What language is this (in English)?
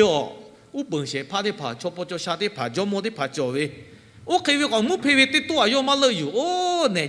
Lahu